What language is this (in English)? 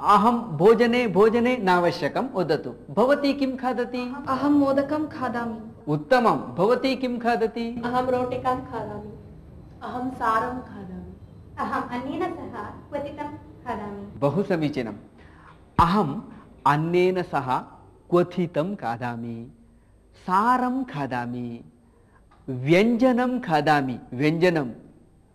Sanskrit